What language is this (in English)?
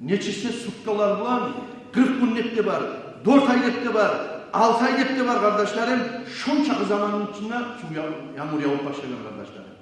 Kumyk